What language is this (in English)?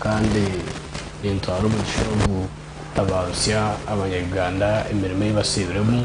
Nyankole